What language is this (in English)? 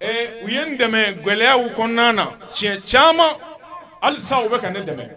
Bambara